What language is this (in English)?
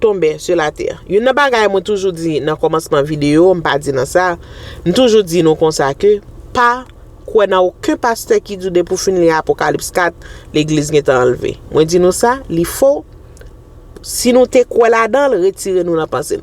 Haitian Creole